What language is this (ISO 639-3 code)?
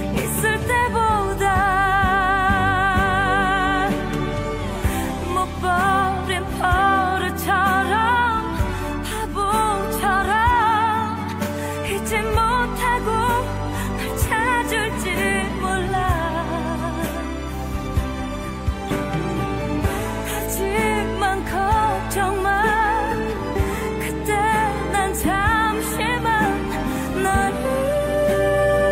kor